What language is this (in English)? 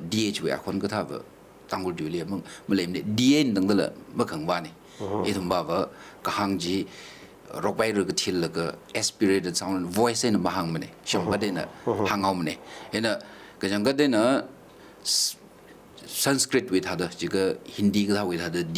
Tangkhul Naga (India)